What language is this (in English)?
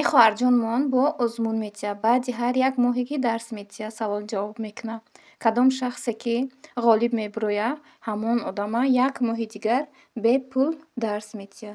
Tajik